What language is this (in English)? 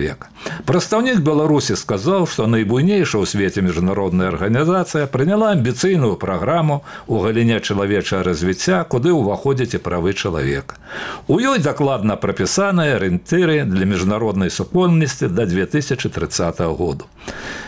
Belarusian